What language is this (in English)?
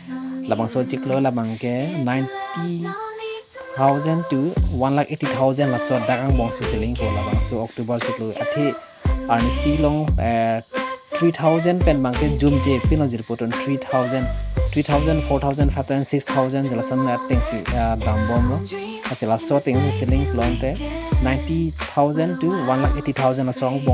Karbi